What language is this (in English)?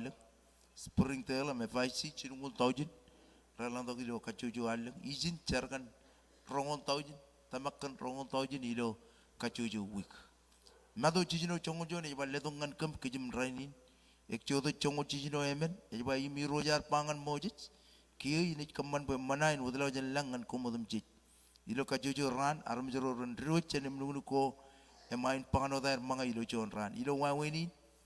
Marshallese